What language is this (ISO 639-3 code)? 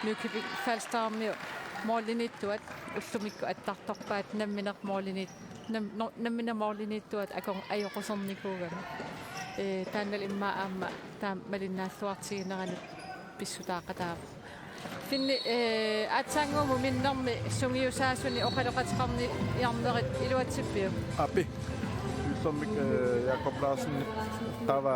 kal